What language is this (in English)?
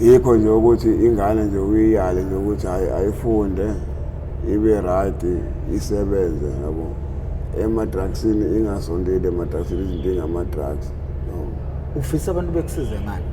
Zulu